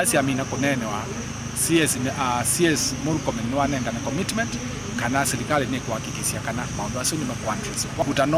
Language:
Kamba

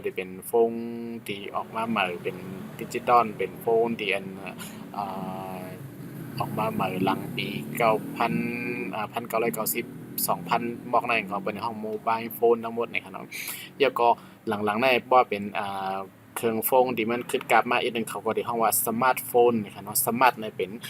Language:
Shan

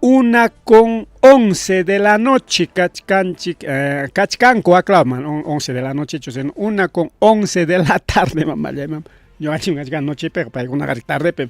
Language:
Ayacucho Quechua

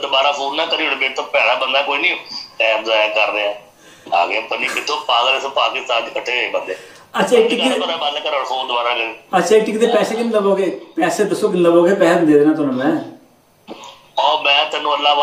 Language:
Punjabi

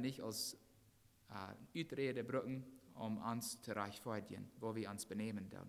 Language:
Plautdietsch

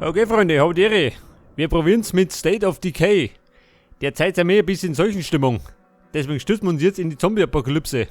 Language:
Bavarian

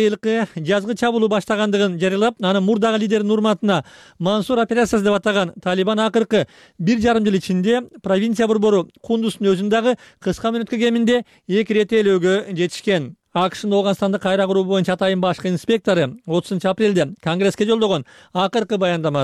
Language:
Kyrgyz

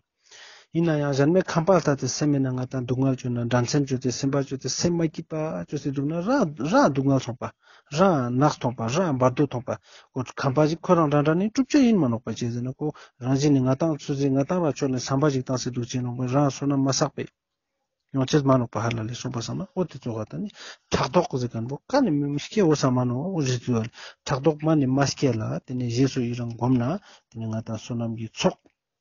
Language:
Ladakhi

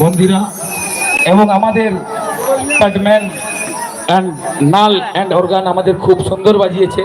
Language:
Santali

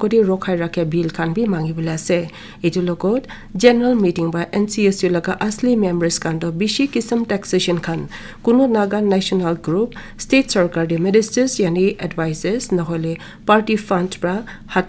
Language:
Naga Pidgin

